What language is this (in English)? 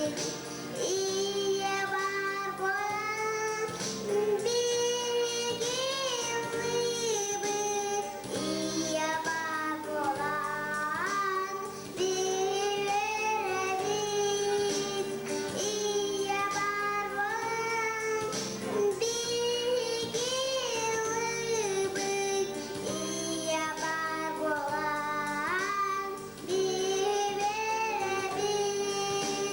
Yakut